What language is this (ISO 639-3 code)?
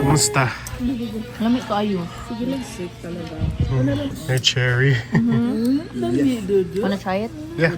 ceb